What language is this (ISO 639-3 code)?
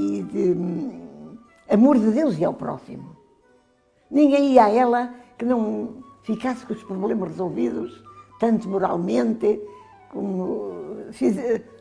por